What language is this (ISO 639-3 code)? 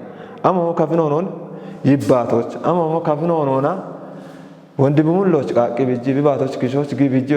kbr